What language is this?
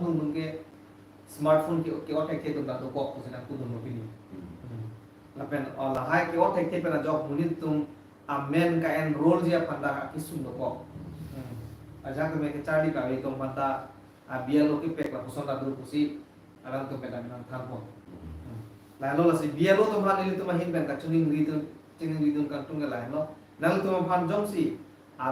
Karbi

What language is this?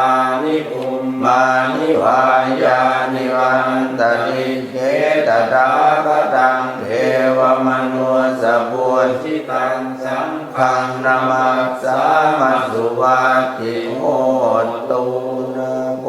Pali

